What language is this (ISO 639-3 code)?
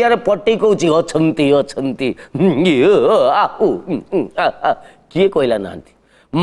ori